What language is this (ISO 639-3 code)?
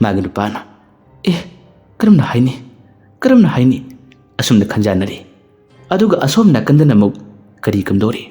mni